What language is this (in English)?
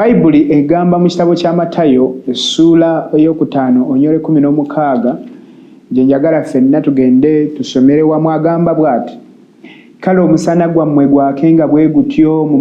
Ganda